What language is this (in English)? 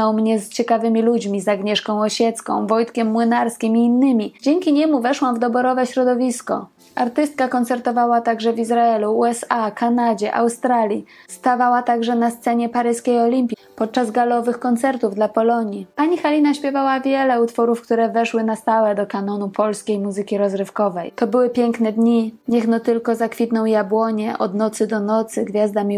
Polish